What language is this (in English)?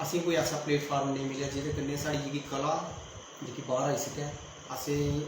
Dogri